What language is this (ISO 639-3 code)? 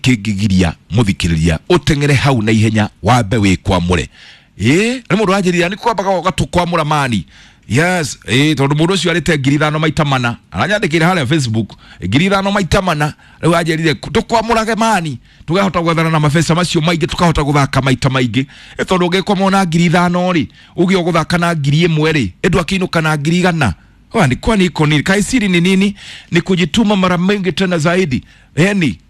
kik